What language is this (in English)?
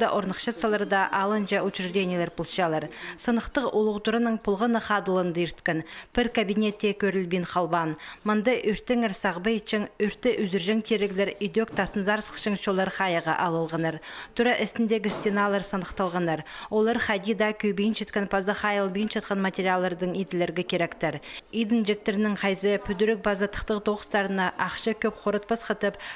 Khakas